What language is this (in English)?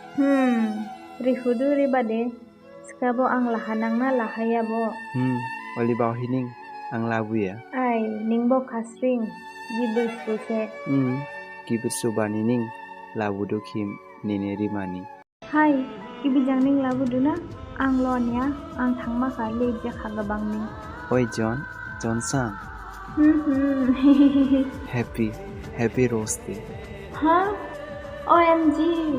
Dimasa